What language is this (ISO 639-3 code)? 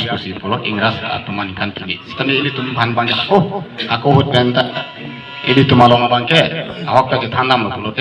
mjw